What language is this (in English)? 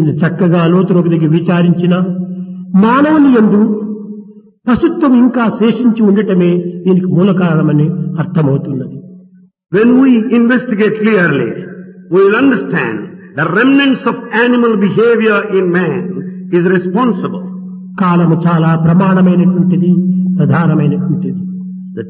Telugu